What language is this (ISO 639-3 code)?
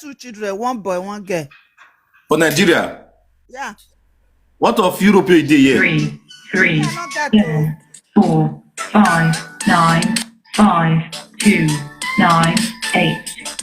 pcm